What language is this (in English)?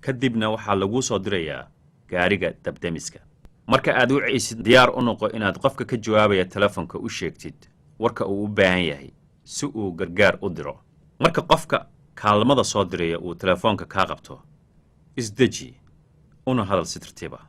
Somali